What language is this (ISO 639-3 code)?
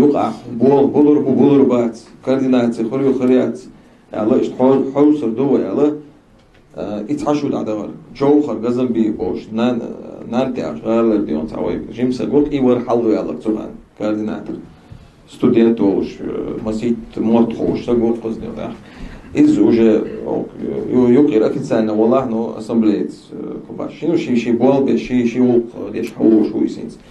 che